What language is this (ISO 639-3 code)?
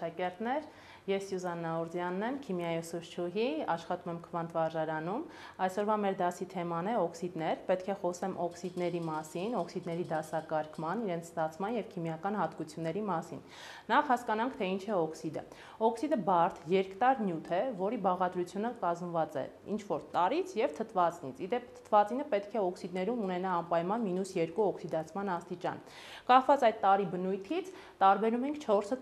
hye